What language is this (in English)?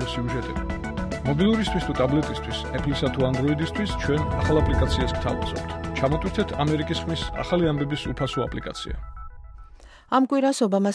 Georgian